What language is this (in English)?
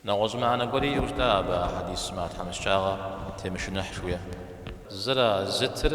Kabardian